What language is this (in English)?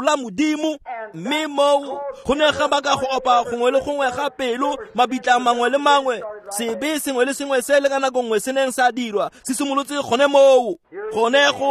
Tswana